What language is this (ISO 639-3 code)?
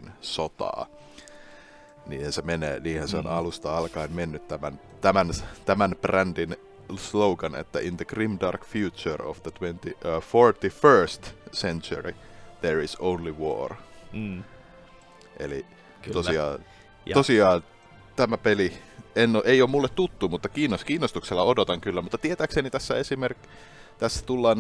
fin